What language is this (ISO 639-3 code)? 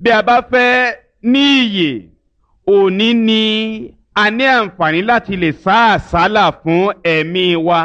yor